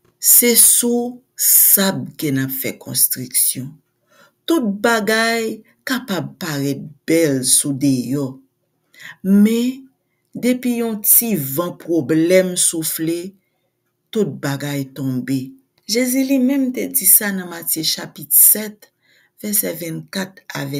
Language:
Haitian Creole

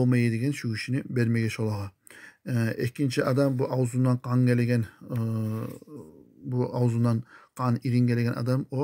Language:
Kumyk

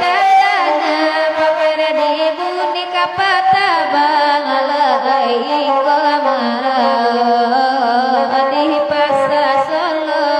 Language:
Minangkabau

